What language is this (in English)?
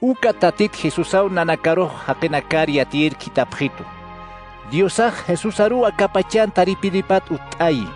Aymara